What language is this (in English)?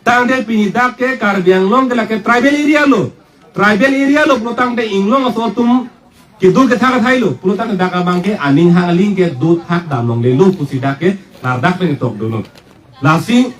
Karbi